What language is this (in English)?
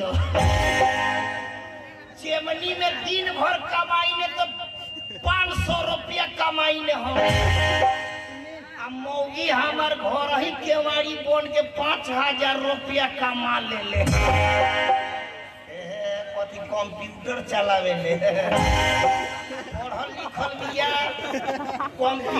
Bhojpuri